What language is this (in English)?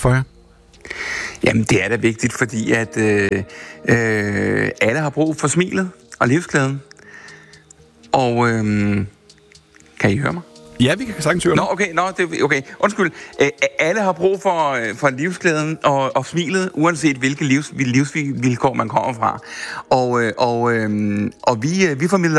Danish